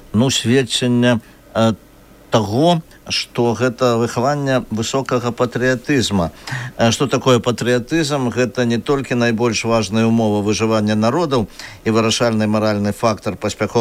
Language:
Belarusian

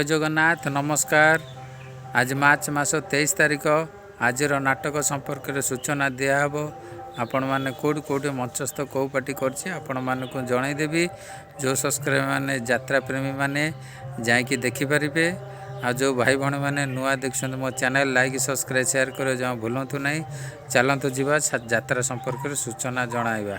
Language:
Odia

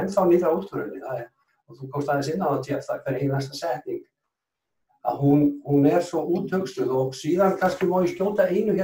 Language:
Icelandic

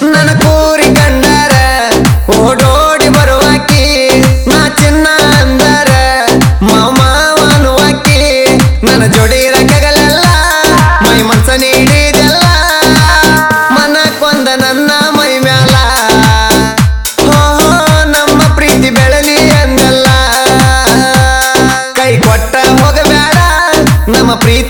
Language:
Kannada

